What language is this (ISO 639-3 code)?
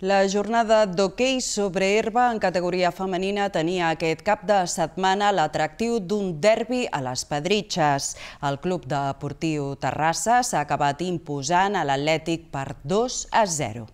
cat